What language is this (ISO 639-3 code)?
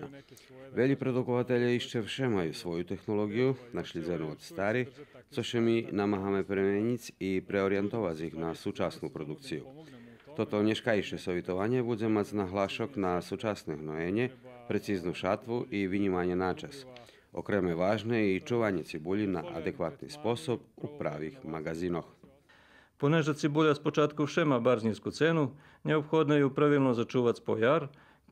rue